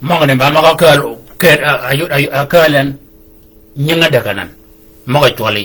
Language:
Shilluk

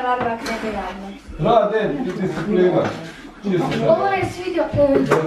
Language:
Croatian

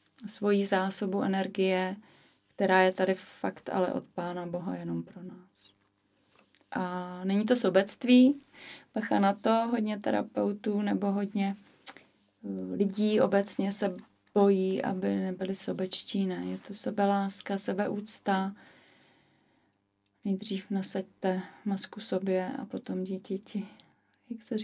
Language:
Czech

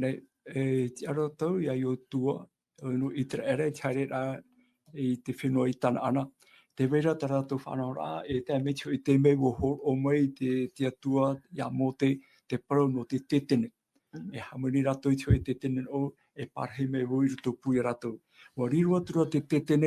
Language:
Tahitian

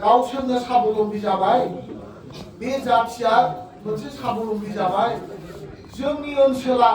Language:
Bodo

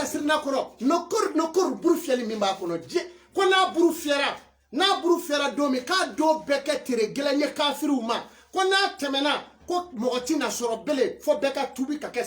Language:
Bambara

